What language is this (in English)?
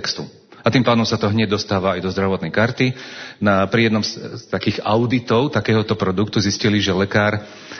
Slovak